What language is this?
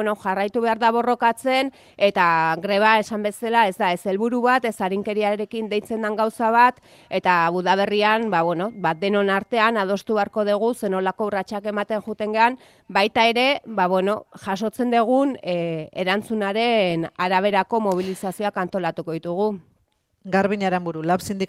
Basque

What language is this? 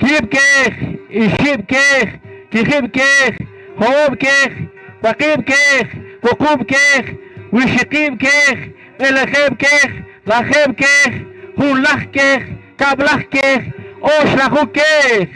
Poqomchi'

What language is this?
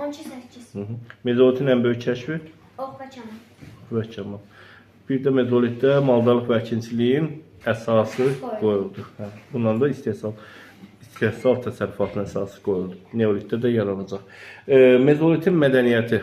Azerbaijani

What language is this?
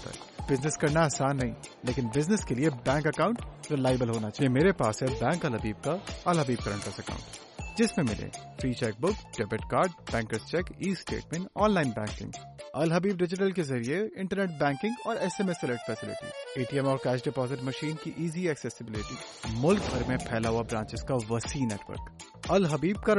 Urdu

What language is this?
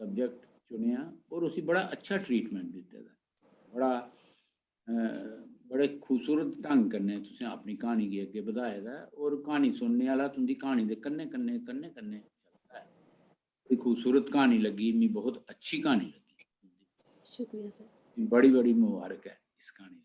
Dogri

